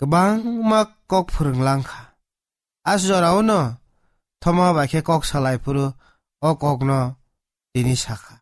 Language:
Kok Borok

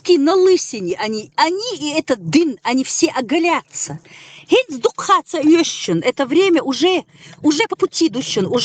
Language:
Chechen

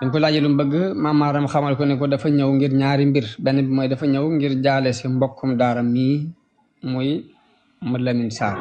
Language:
Wolof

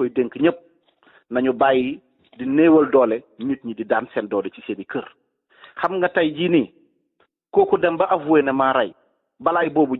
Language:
Wolof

